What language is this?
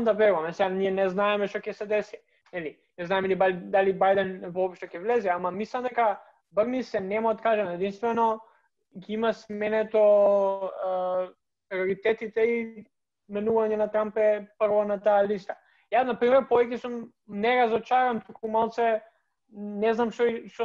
Macedonian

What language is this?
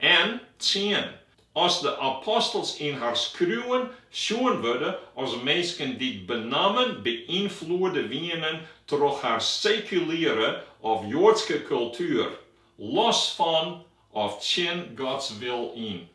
Western Frisian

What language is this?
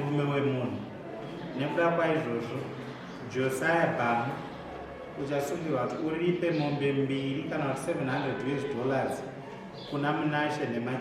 Shona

